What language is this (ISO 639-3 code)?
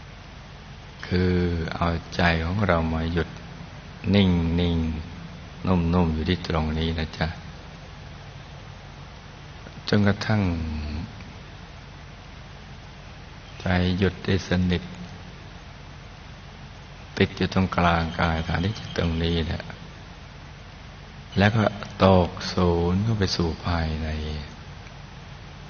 tha